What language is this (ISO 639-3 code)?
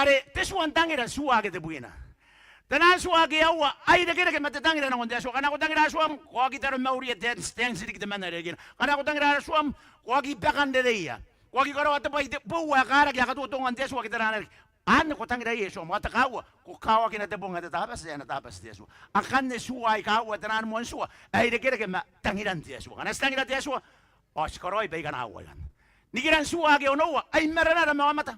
gil